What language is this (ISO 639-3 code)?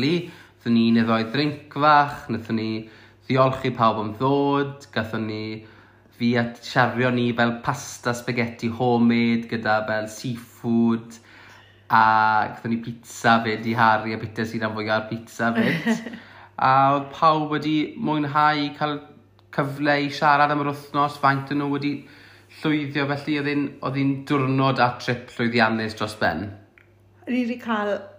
cym